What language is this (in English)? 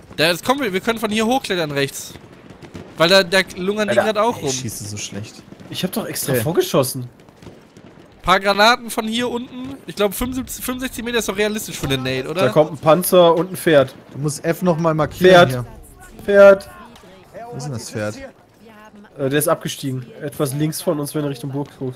German